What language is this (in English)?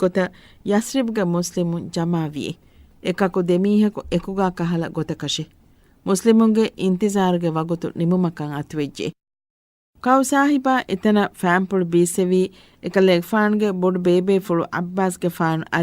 Divehi